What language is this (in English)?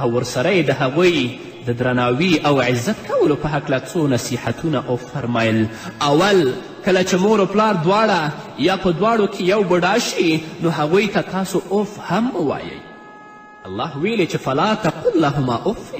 Pashto